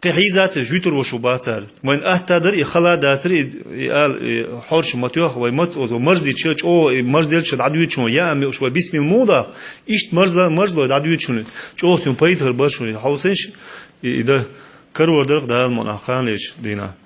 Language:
Chechen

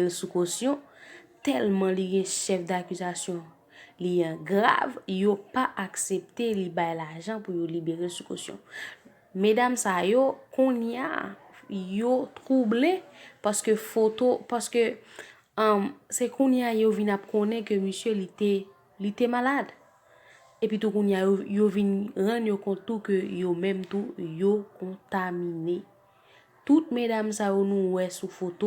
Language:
Haitian Creole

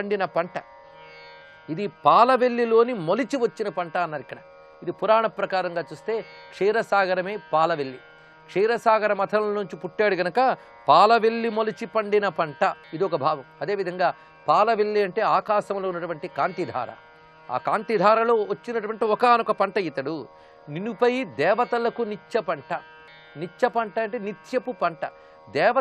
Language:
Telugu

